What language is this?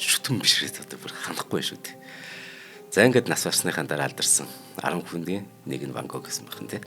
Mongolian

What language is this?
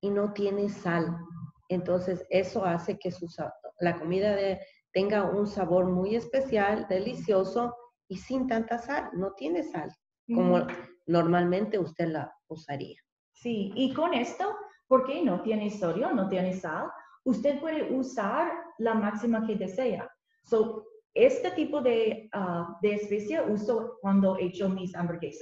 Spanish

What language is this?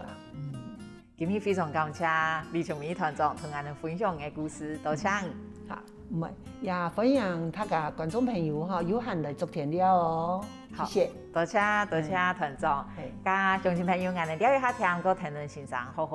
Hakka Chinese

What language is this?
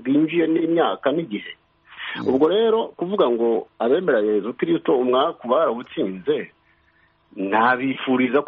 Kinyarwanda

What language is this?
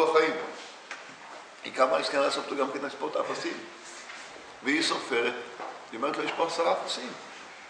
Hebrew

